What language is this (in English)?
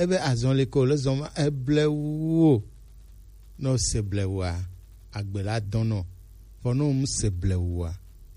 Gen